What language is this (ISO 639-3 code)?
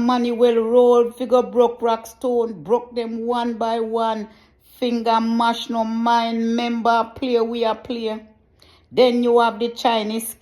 jam